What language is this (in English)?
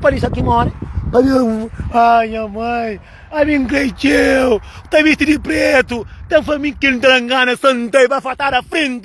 Kabuverdianu